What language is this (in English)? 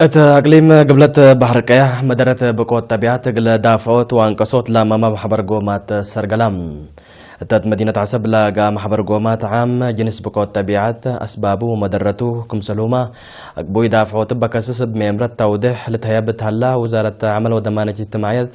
Tigre